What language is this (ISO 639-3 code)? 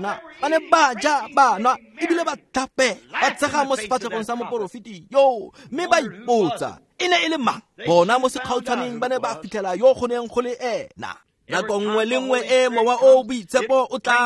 tsn